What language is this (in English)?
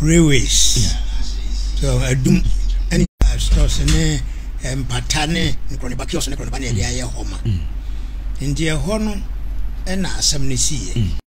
Akan